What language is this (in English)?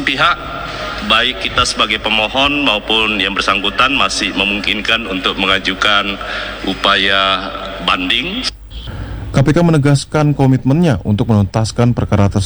Indonesian